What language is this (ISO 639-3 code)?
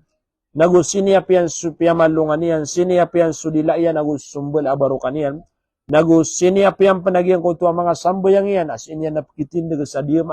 mrw